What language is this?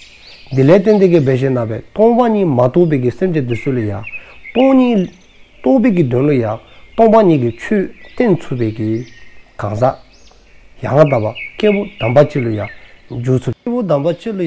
Dzongkha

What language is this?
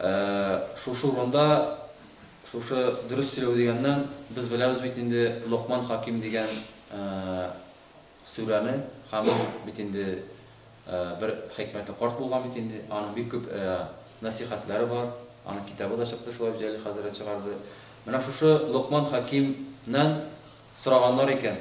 Tatar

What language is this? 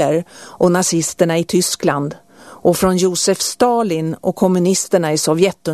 Swedish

